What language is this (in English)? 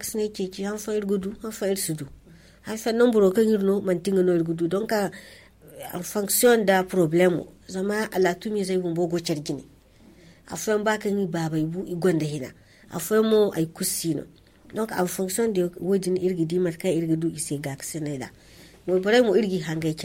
Zarma